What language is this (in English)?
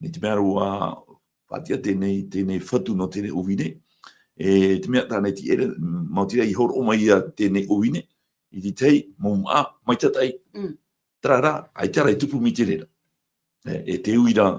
Tahitian